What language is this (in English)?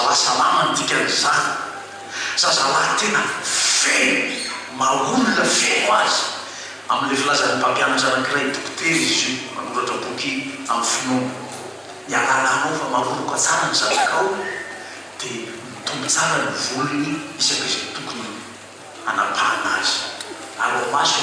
Malagasy